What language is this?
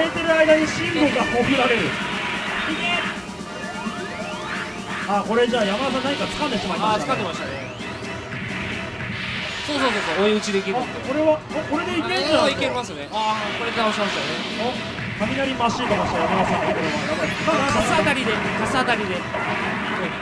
Japanese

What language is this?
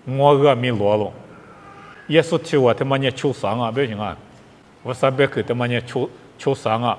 Lisu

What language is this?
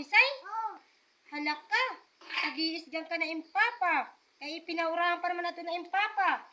Waray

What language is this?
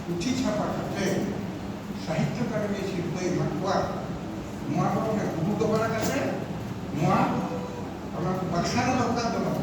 Santali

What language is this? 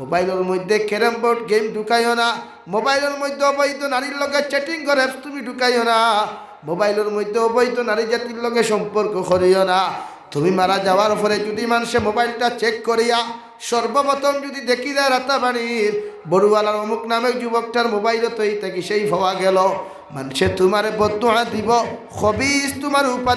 Sylheti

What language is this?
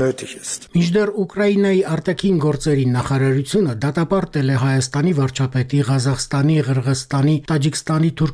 Armenian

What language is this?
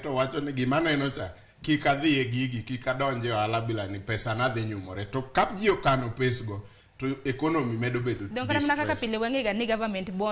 Luo (Kenya and Tanzania)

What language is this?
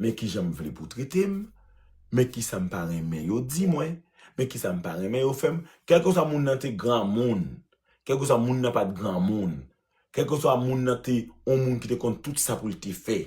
Haitian Creole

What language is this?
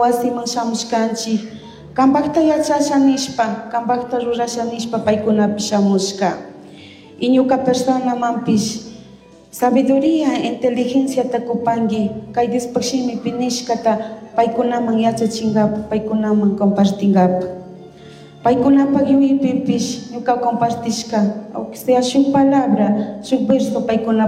Chimborazo Highland Quichua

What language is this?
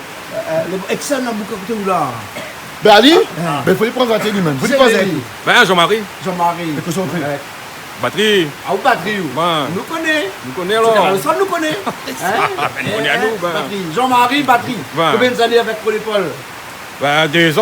Réunion Creole French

